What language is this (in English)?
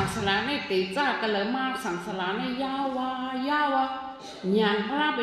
Shan